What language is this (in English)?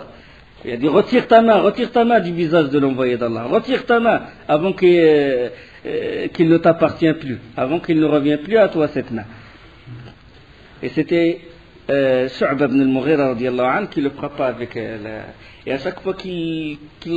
French